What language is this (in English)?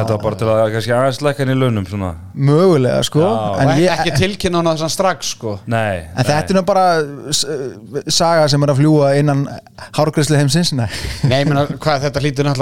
Icelandic